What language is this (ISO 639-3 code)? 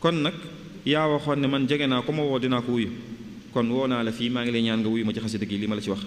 wol